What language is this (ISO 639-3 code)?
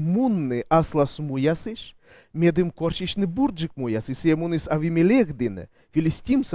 kom